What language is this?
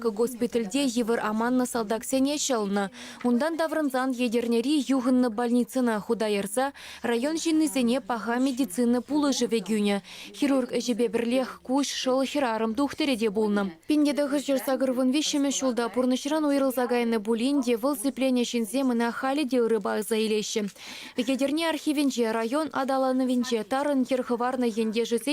Chuvash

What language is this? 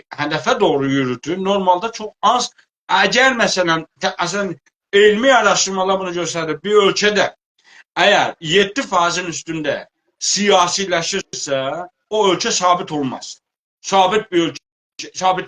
South Azerbaijani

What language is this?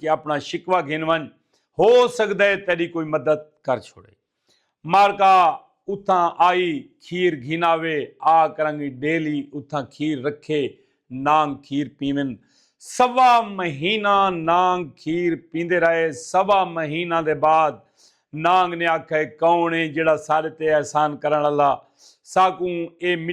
Saraiki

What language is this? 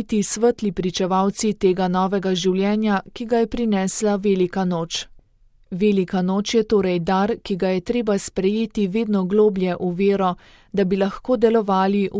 Slovenian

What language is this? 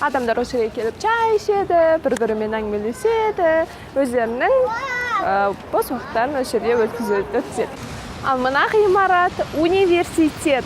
Kazakh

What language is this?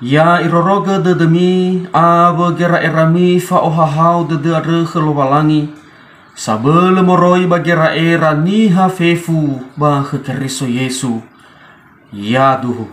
Nias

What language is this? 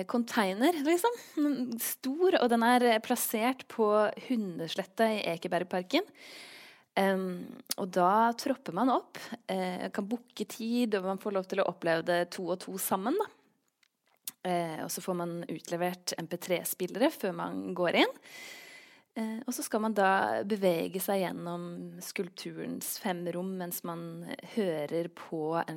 Norwegian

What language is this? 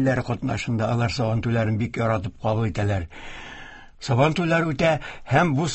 Tatar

